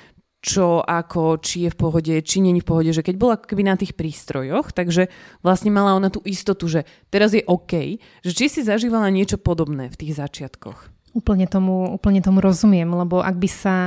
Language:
Slovak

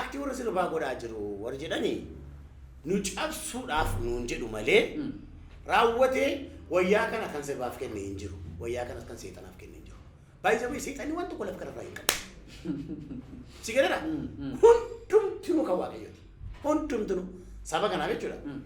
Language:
Oromo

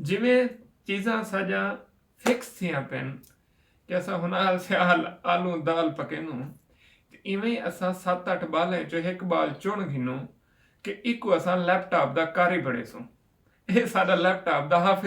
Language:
Saraiki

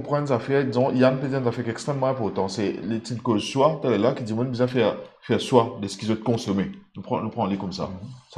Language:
Morisyen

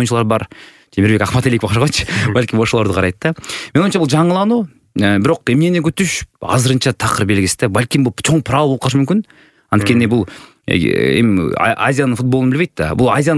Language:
Kyrgyz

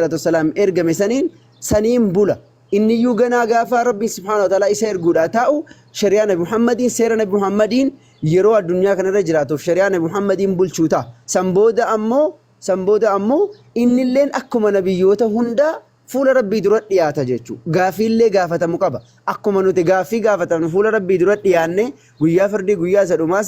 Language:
Oromo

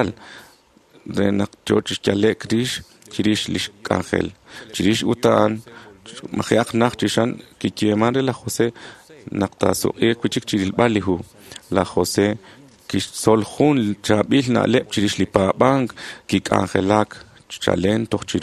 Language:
Kekchí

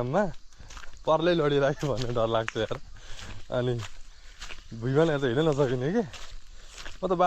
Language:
Nepali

